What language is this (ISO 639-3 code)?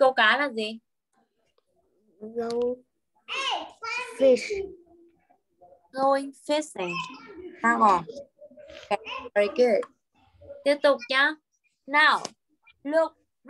vie